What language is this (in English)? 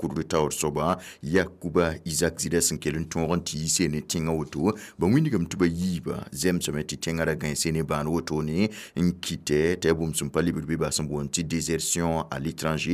Mossi